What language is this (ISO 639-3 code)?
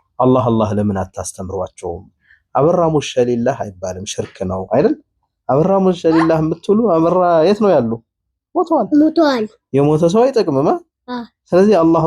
amh